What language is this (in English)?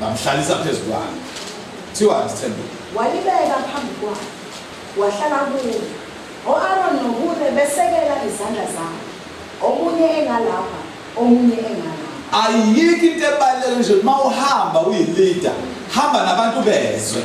Zulu